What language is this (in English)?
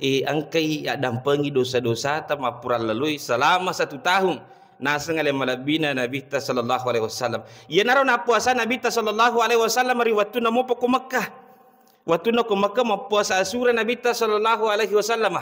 Buginese